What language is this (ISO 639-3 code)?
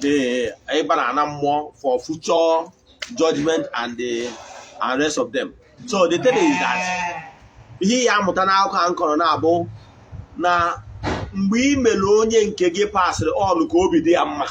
ibo